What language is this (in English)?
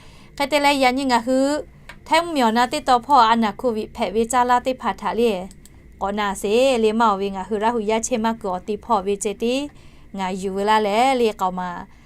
Lahu